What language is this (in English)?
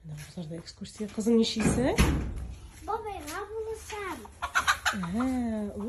Tatar